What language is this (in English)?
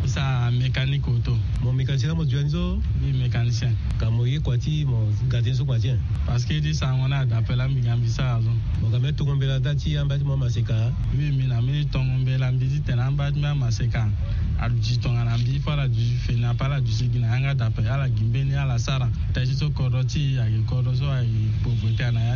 Sango